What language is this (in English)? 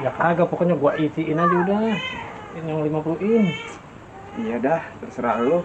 Betawi